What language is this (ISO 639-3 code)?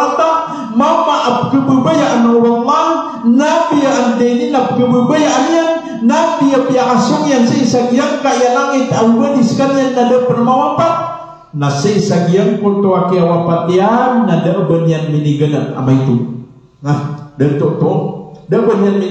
mrw